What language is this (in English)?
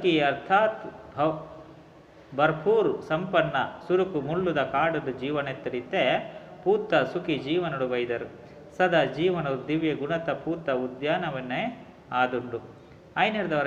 Tulu